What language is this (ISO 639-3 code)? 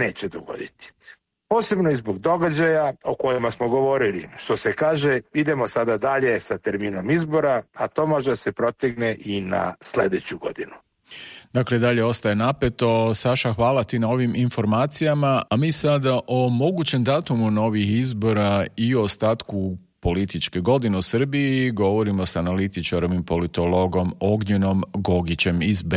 srp